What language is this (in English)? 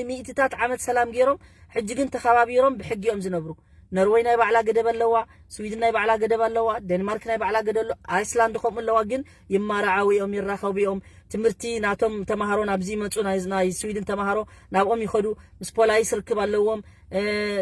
Tigrinya